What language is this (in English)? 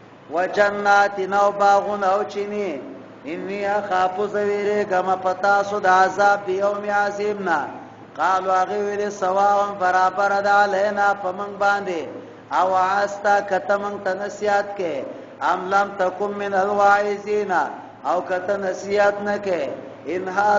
Pashto